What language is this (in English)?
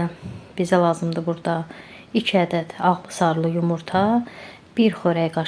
Azerbaijani